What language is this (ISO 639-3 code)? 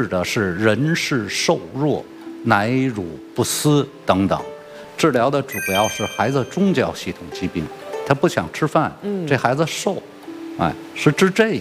zho